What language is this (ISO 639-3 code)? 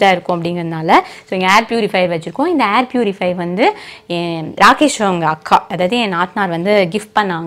tam